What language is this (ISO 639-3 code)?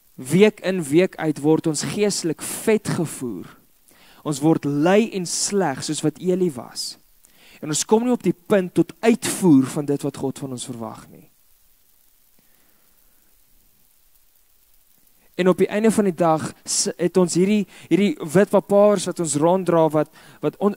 afr